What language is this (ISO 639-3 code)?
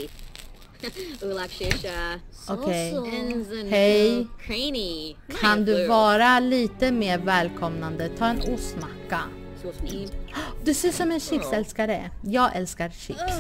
swe